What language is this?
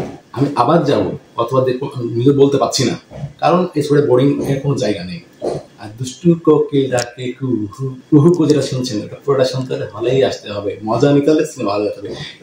Bangla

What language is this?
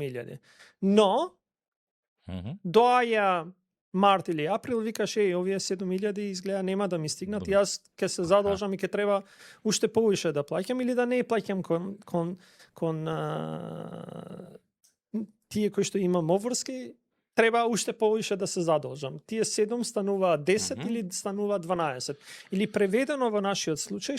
Macedonian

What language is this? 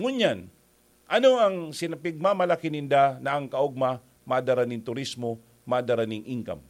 Bikol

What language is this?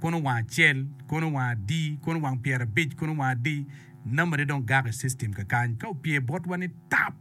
Acoli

